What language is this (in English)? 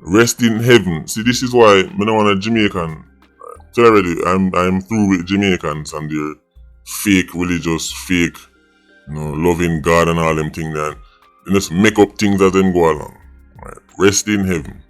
Jamaican Creole English